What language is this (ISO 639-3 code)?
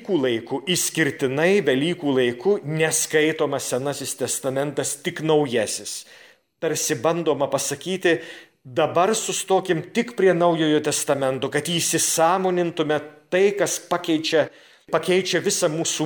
lit